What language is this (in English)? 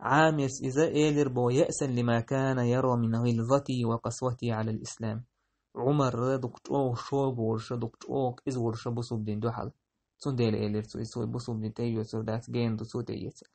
Chechen